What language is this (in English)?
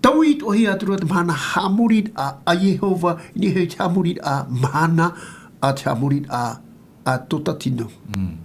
Tahitian